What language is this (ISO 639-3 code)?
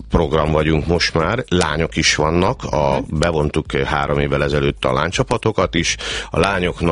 hun